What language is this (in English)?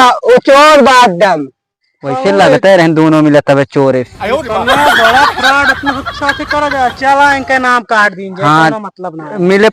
Awadhi